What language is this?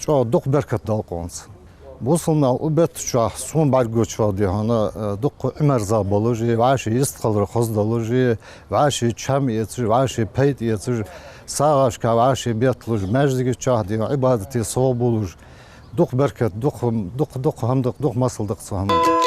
Ingush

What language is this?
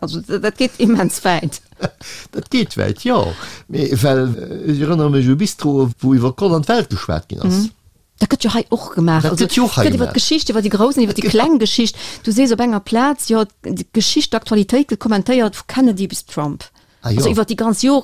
Luxembourgish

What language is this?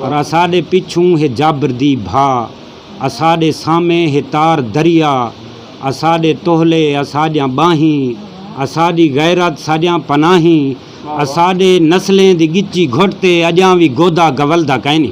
Saraiki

